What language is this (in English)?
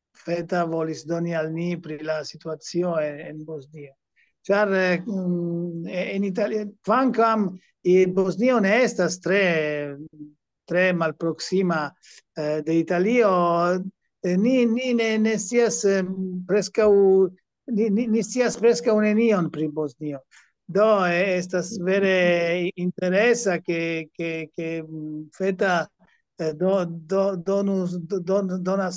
Esperanto